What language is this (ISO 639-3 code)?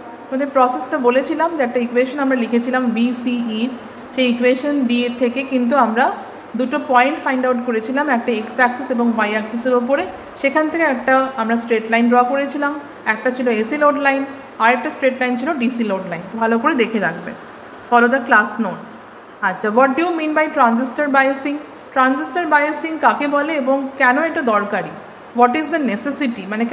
ben